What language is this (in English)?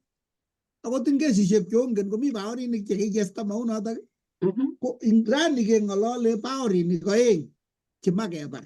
Kalenjin